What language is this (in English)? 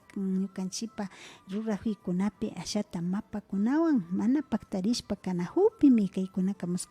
Imbabura Highland Quichua